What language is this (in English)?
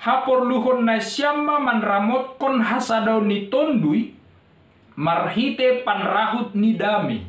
Batak Simalungun